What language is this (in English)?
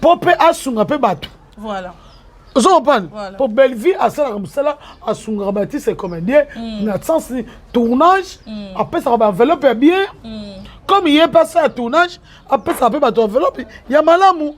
Lingala